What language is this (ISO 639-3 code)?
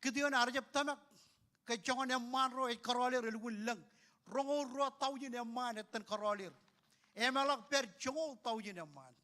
mah